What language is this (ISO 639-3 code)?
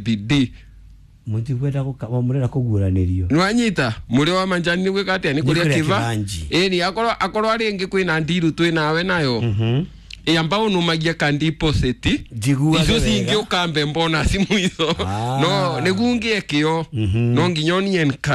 kik